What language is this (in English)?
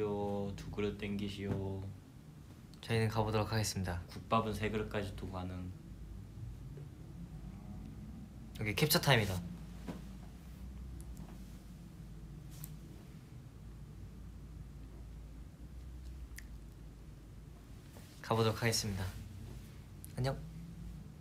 Korean